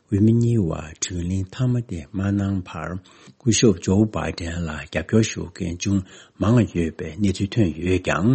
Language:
Tibetan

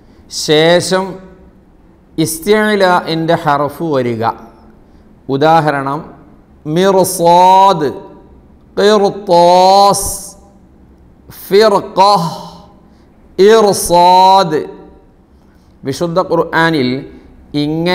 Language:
Malayalam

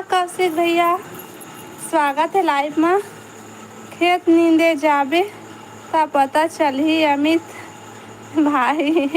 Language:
Chhattisgarhi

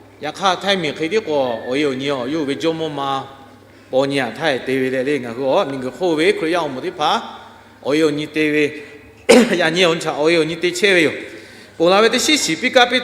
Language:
Lahu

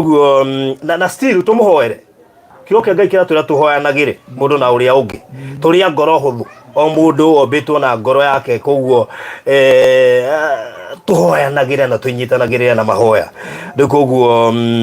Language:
Kikuyu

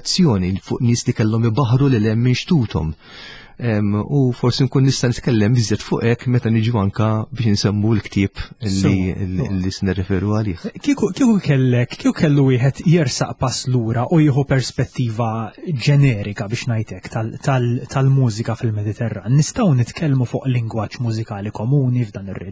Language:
Maltese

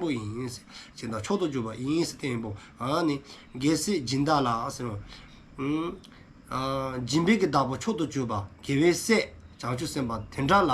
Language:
Dzongkha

